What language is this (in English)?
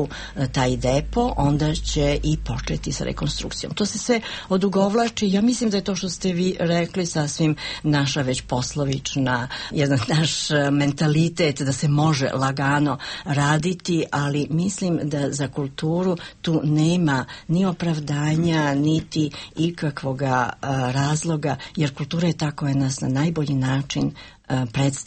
Serbian